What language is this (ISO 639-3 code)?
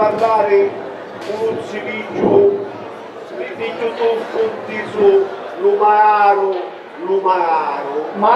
scn